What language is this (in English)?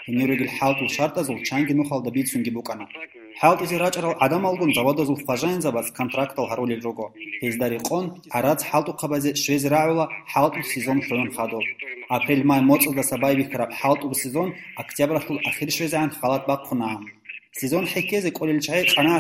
Avaric